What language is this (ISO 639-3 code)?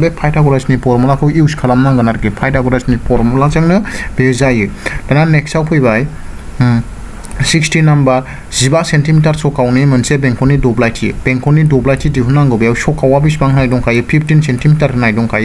brx